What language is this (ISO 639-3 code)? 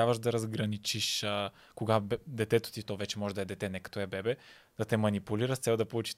bul